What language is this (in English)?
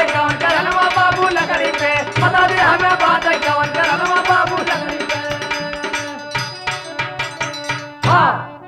Bhojpuri